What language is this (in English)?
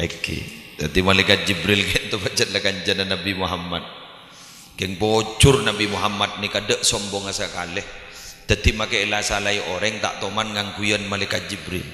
Madurese